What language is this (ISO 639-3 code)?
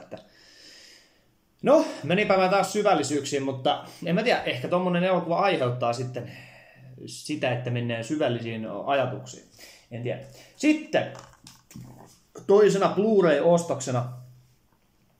fin